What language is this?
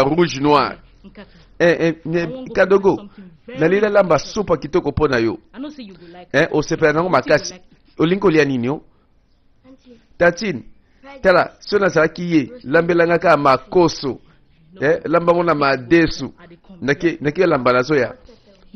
Lingala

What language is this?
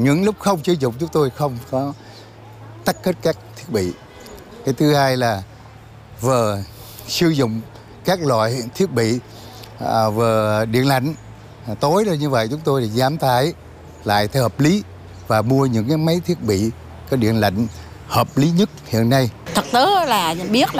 Vietnamese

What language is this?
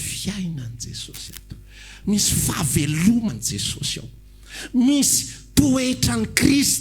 Malagasy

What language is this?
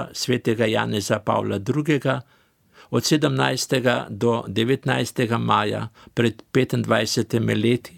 Slovenian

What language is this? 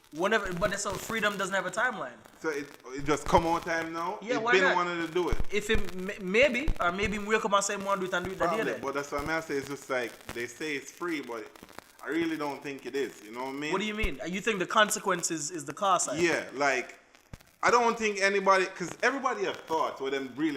Jamaican Creole English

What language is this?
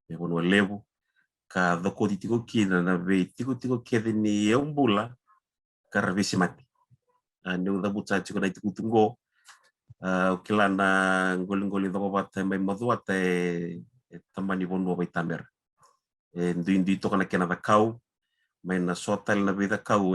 Fijian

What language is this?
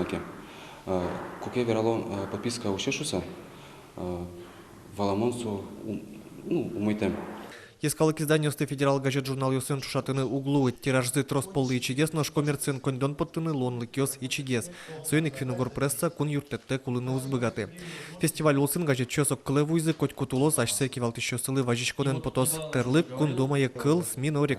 Udmurt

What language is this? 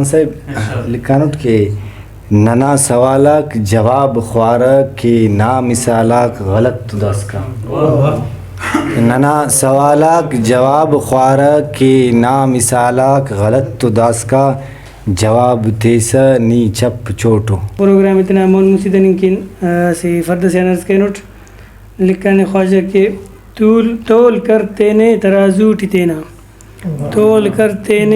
Brahui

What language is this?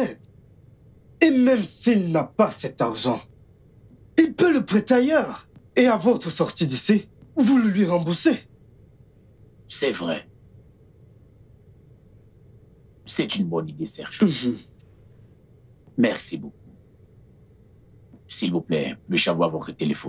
French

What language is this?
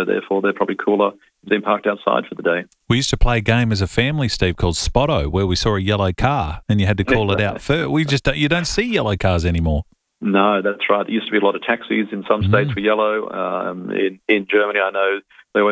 English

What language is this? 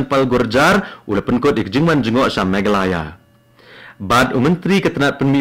Khasi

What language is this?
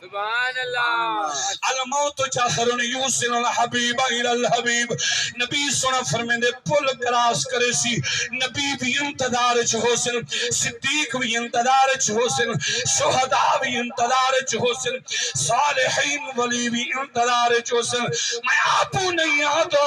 Saraiki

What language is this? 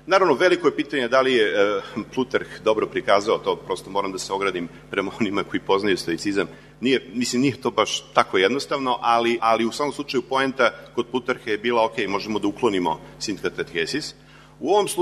Serbian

